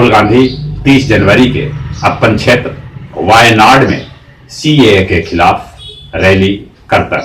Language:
Magahi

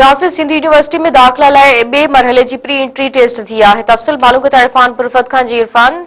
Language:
Sindhi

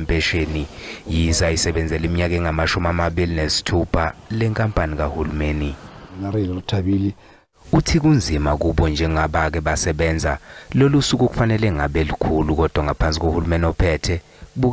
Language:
Zulu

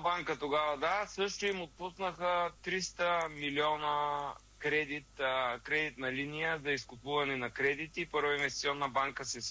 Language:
Bulgarian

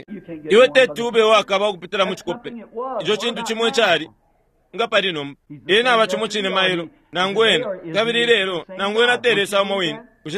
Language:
Bemba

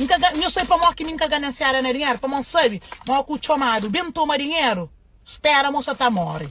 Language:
Kabuverdianu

